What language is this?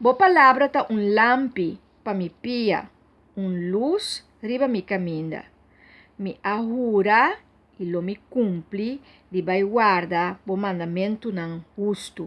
Papiamento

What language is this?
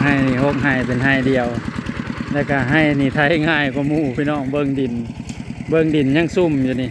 Northeastern Thai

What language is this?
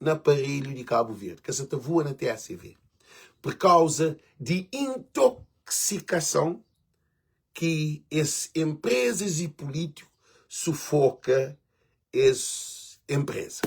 Kabuverdianu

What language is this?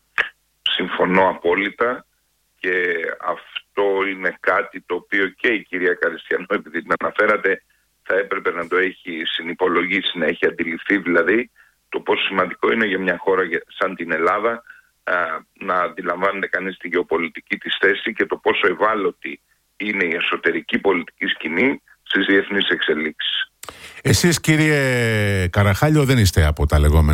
Greek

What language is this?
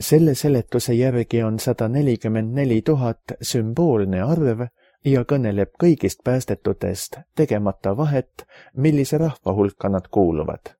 Estonian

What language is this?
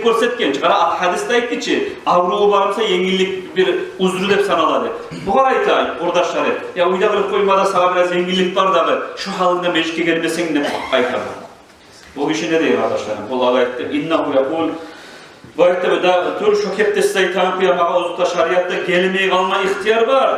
Kumyk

